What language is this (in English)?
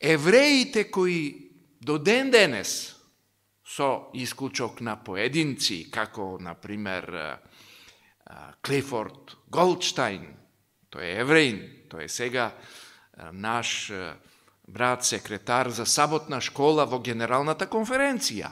Macedonian